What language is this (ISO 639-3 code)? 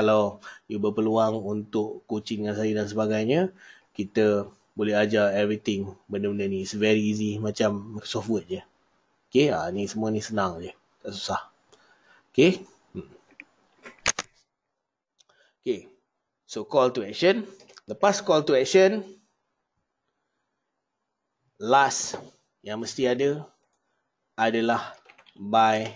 msa